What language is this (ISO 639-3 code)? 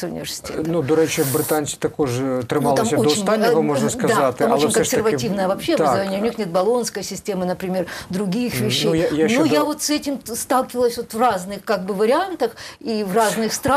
ukr